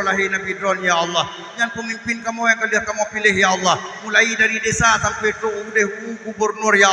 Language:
Achinese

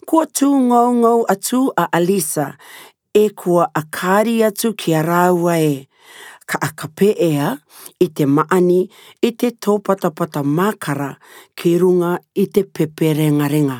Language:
Rarotongan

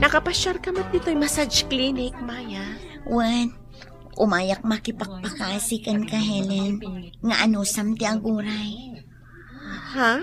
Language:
Iloko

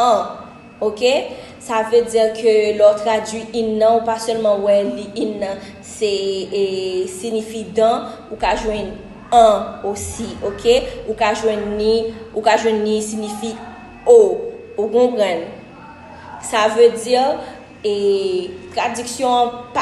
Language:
Haitian Creole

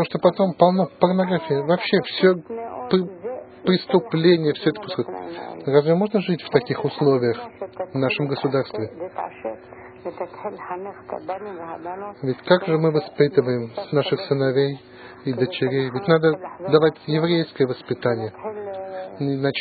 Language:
Russian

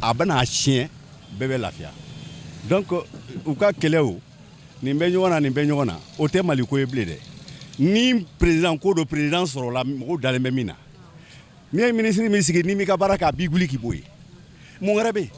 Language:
Bambara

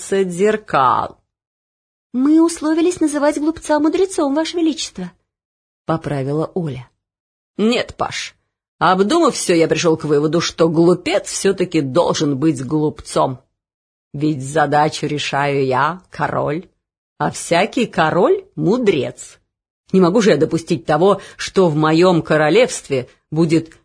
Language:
Russian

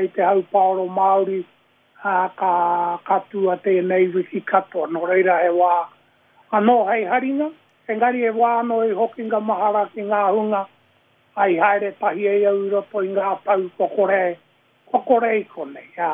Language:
Māori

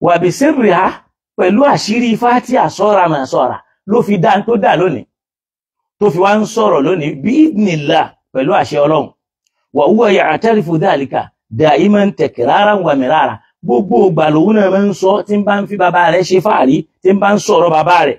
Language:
Yoruba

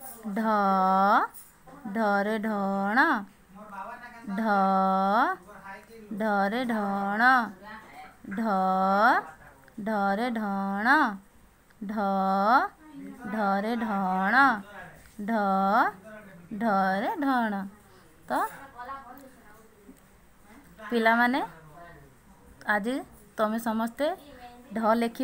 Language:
Odia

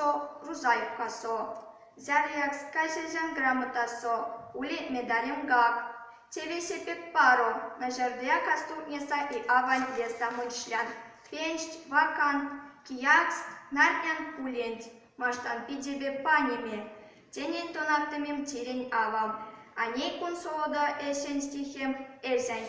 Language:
Erzya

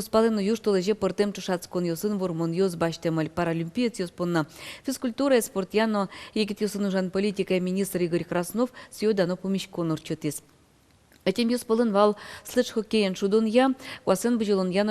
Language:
Udmurt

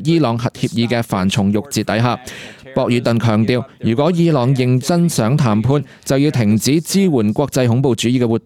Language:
Cantonese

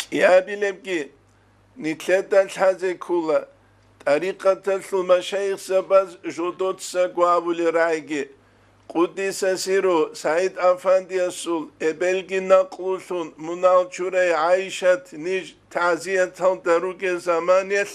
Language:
Avaric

